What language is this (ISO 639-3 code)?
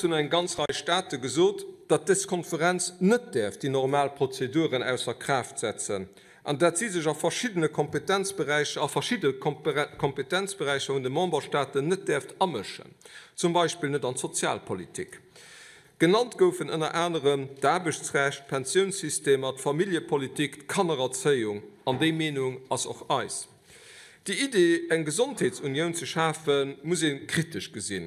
ltz